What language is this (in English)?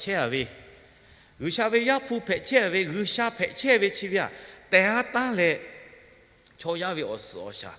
Lahu